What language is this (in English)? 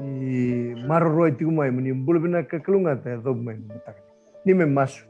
Fijian